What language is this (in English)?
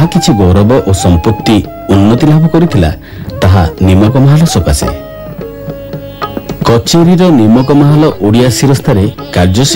Odia